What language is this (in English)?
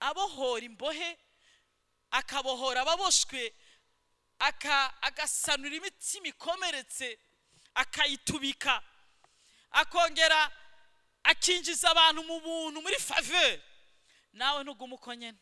Rundi